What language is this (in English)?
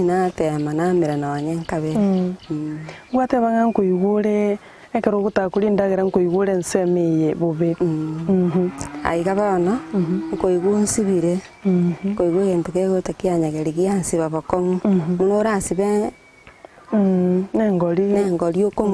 Gusii